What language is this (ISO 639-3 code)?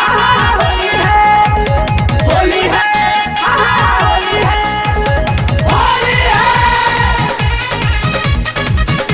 bho